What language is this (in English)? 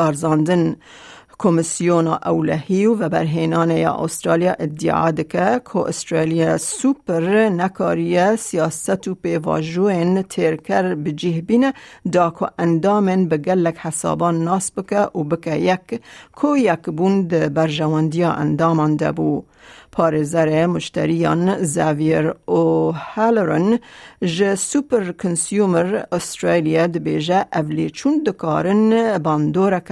Kurdish